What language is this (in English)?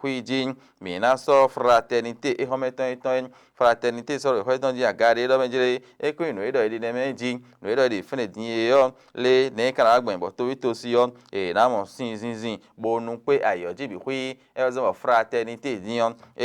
Fon